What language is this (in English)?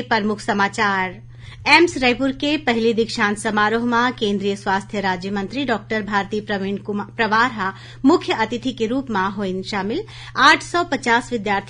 Chhattisgarhi